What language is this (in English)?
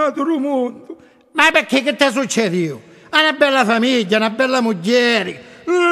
Sicilian